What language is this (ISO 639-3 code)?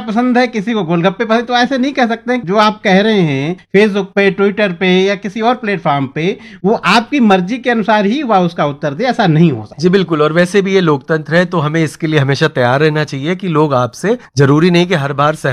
hin